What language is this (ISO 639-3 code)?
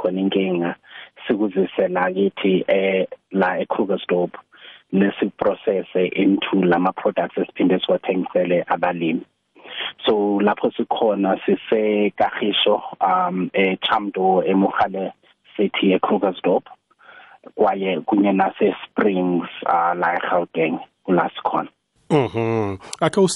nbl